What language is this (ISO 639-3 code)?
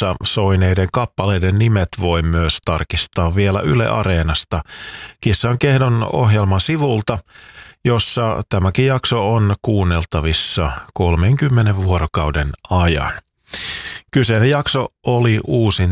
fin